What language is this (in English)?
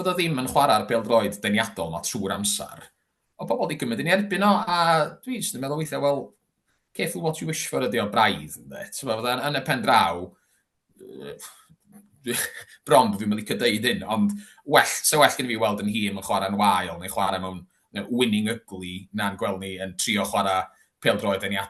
Welsh